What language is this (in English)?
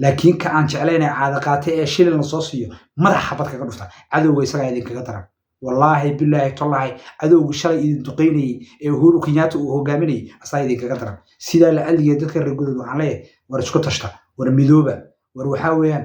Somali